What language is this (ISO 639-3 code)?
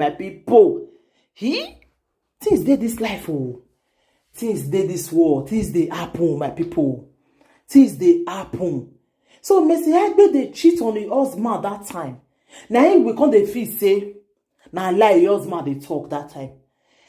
pcm